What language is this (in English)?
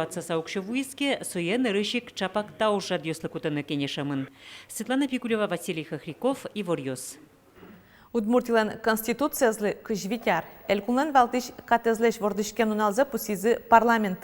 Udmurt